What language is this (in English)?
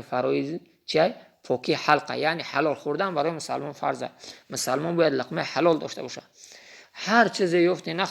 Tajik